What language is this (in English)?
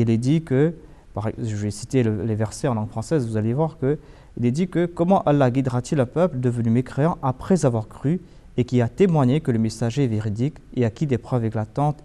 French